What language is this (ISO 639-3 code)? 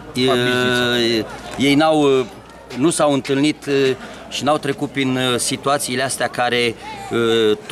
ron